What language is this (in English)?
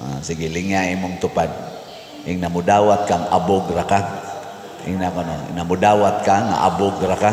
Cebuano